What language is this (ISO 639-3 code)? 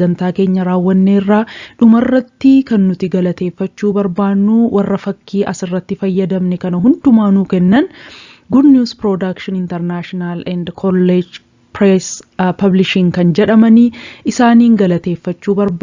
orm